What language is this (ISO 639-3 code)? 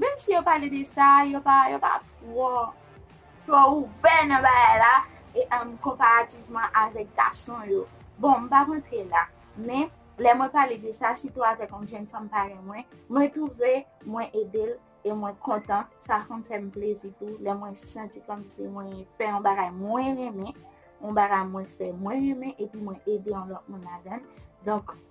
hat